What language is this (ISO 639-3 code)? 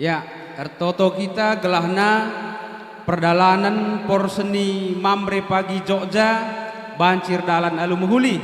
btx